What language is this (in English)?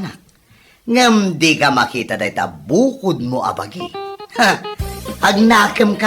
Iloko